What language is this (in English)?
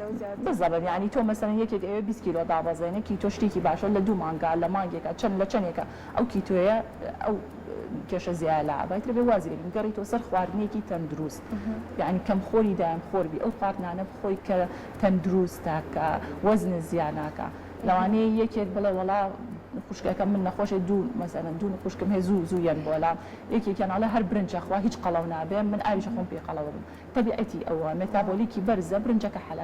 Central Kurdish